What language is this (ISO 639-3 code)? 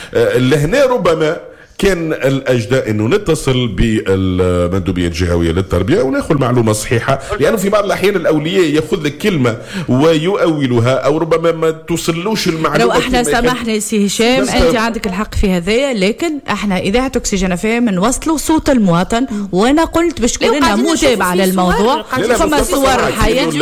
aeb